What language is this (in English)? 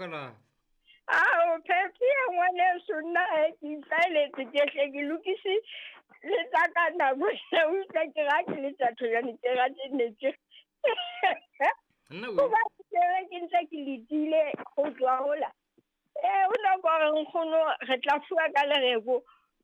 Southern Sotho